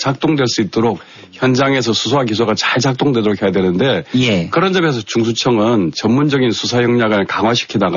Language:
Korean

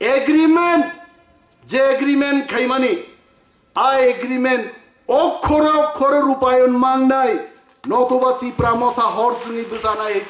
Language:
Kok Borok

